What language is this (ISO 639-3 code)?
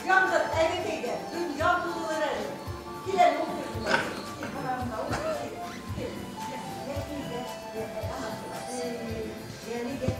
bak